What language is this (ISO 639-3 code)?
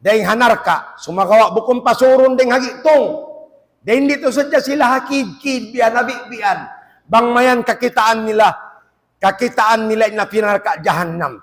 tsg